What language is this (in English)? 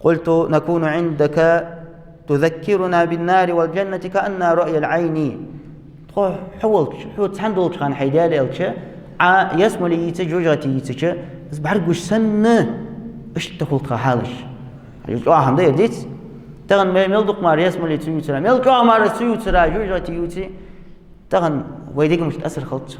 Ingush